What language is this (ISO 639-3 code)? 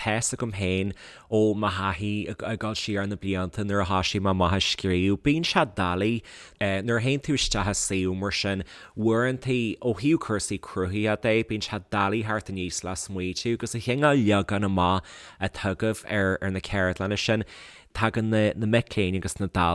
gle